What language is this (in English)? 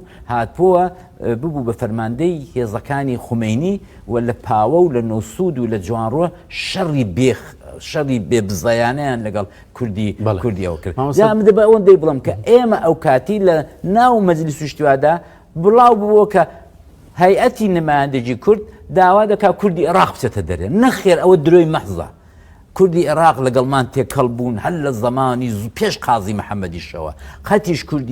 Central Kurdish